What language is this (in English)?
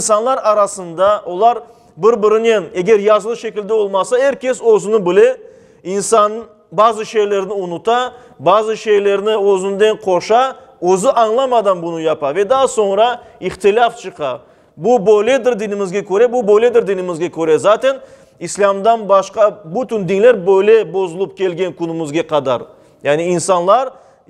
Crimean Tatar